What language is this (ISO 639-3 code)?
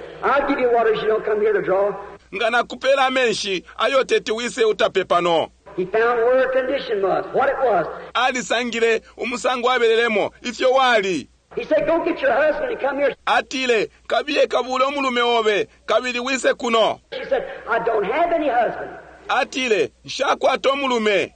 bem